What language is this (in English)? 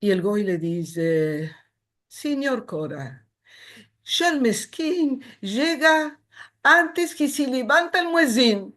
Ladino